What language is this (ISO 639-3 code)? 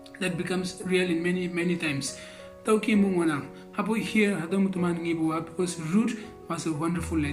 nbe